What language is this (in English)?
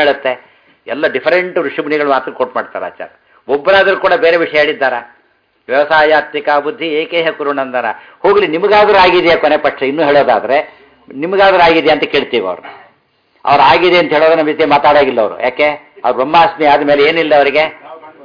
Kannada